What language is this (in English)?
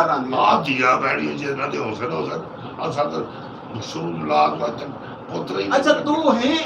Saraiki